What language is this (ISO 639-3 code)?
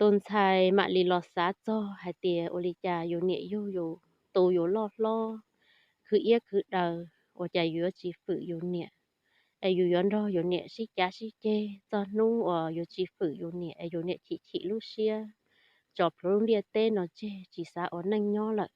hmn